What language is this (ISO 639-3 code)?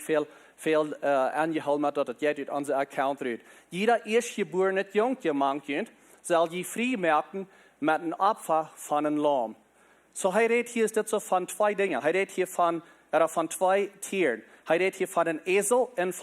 pdt